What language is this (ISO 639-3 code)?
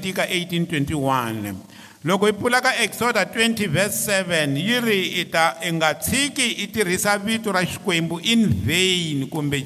tso